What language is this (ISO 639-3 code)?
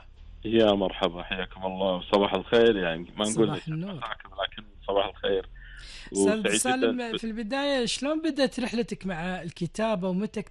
afb